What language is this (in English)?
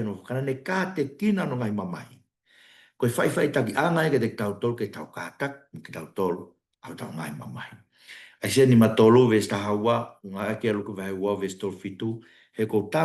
Tongan